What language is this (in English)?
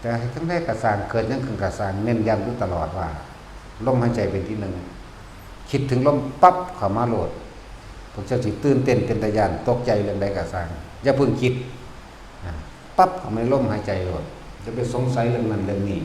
Northeastern Thai